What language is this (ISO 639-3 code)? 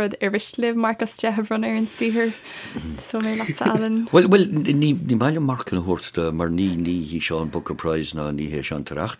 gle